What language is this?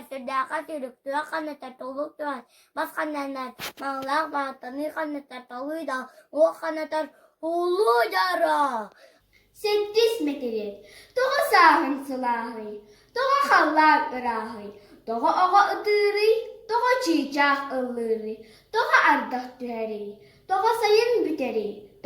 Yakut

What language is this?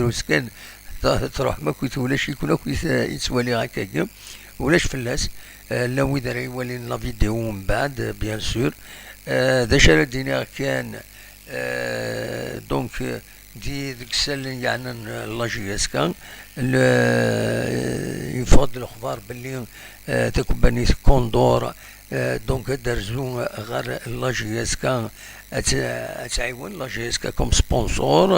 Kabyle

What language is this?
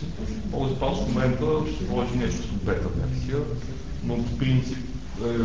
Bulgarian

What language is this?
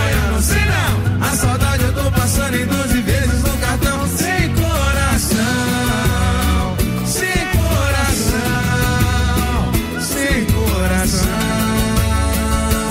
Portuguese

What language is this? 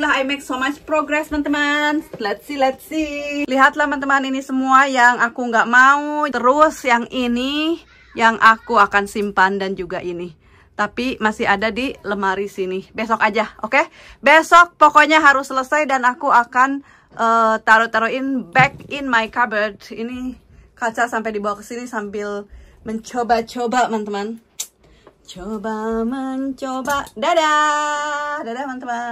Indonesian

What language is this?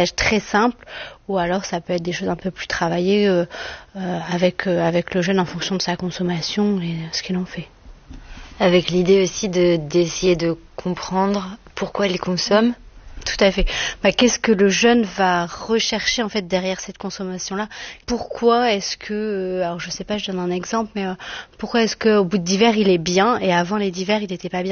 French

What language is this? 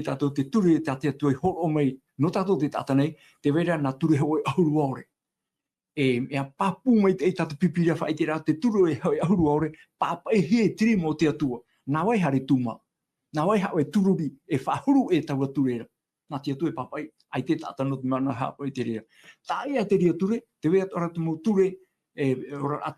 Tahitian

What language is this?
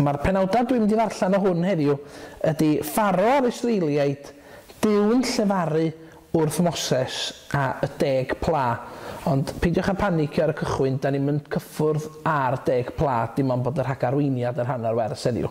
Welsh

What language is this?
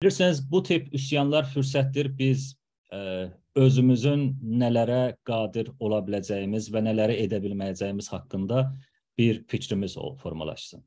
South Azerbaijani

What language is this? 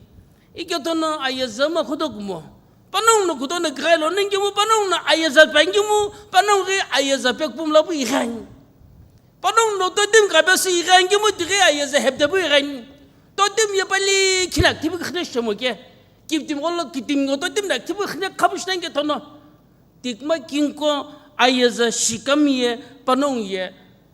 Sumi Naga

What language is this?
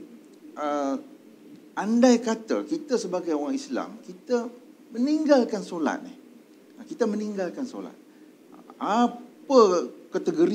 Malay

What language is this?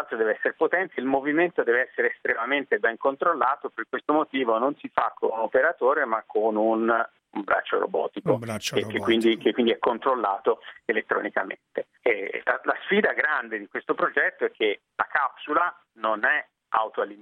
Italian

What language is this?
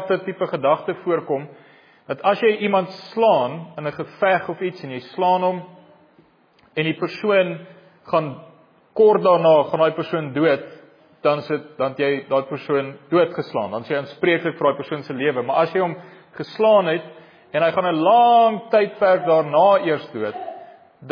Afrikaans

